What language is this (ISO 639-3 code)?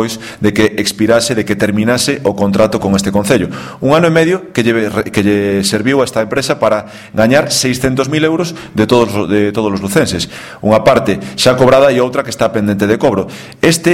glg